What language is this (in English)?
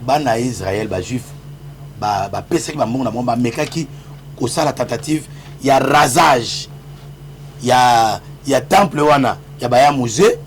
Lingala